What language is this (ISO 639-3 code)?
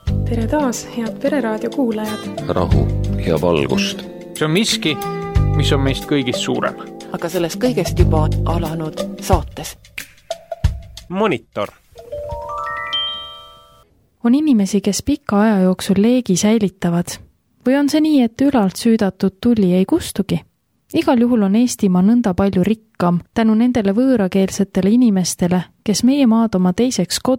est